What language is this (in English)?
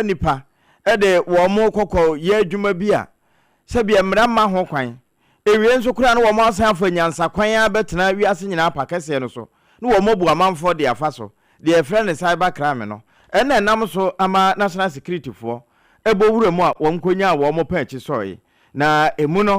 Akan